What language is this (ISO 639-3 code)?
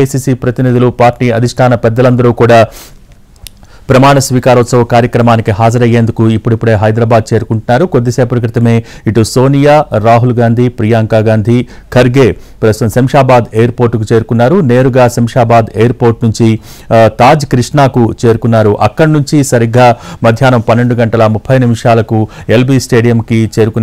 tel